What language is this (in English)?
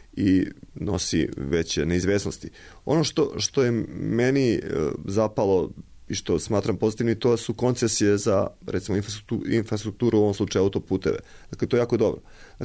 Serbian